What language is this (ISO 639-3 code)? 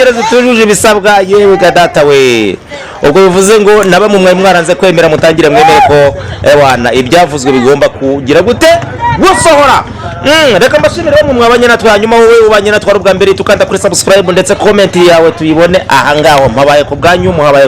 kin